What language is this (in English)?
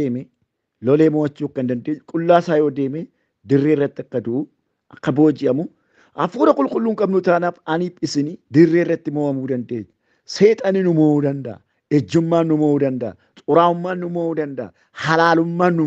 Oromo